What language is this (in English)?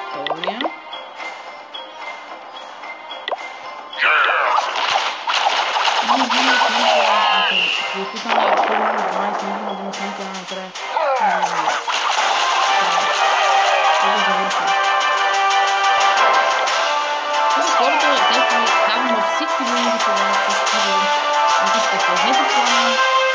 Bulgarian